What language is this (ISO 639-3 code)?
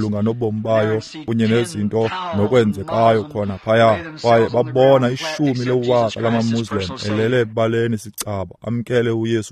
xho